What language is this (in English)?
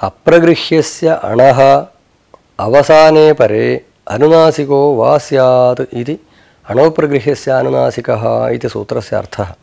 Sanskrit